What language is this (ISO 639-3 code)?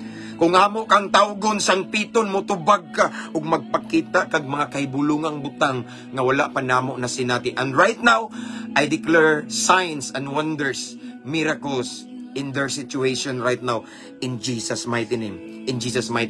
ceb